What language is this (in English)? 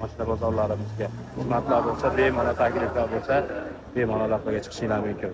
Uzbek